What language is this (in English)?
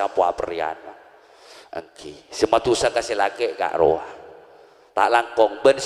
Madurese